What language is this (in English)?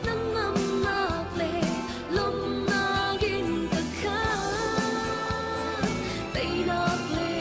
Hakha Chin